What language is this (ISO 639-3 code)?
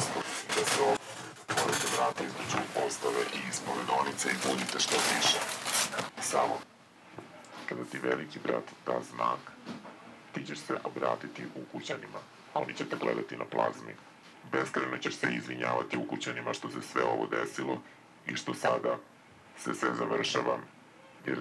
srp